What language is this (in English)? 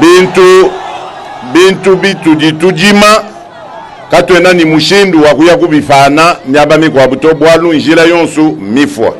Luba-Lulua